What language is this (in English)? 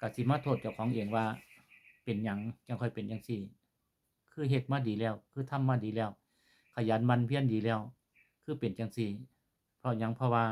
Northeastern Thai